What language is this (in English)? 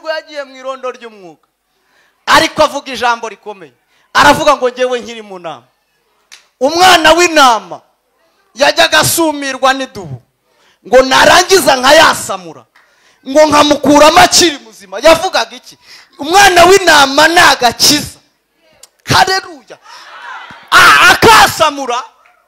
Kinyarwanda